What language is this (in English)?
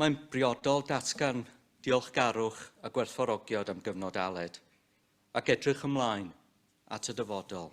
Welsh